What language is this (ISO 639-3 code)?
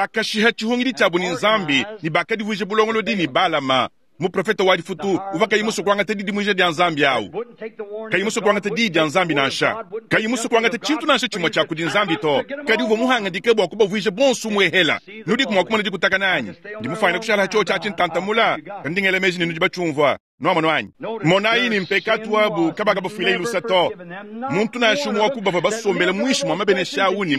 lua